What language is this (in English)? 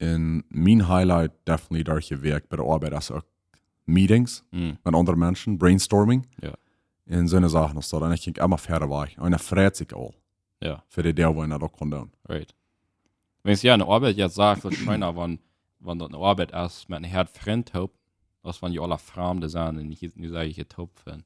Plautdietsch